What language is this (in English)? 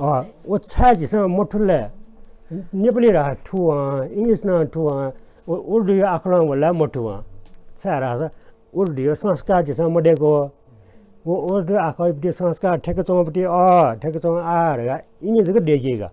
Newari